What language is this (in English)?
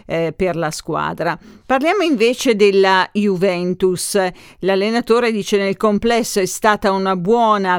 Italian